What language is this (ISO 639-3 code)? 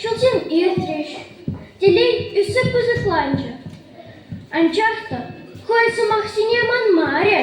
chv